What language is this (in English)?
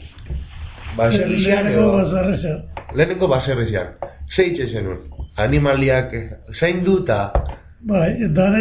Basque